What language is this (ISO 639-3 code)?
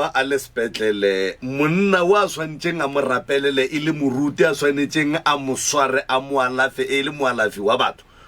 nso